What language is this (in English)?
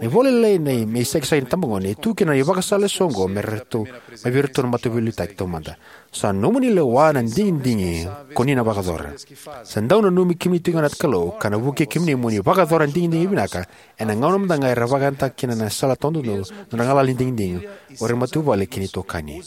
Fijian